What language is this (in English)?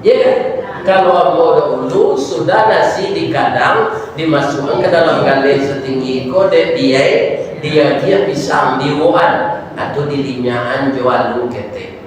Minangkabau